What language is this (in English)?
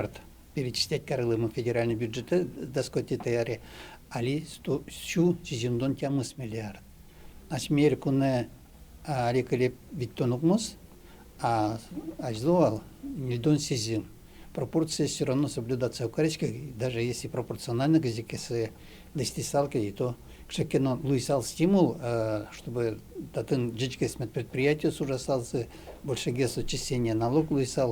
Udmurt